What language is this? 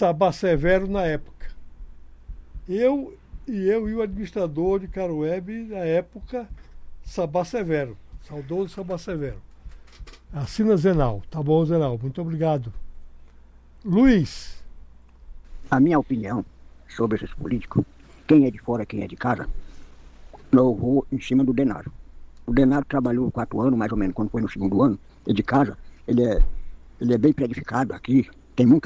Portuguese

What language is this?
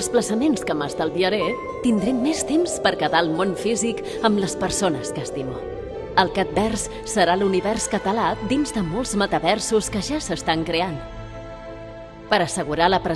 Catalan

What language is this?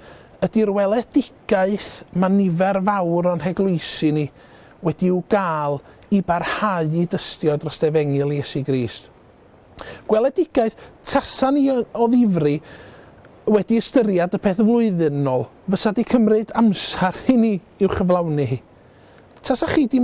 Welsh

